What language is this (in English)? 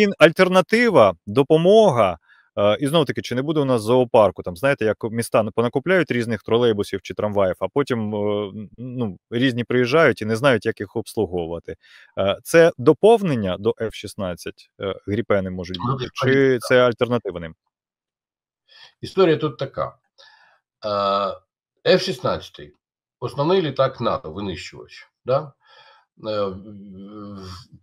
Ukrainian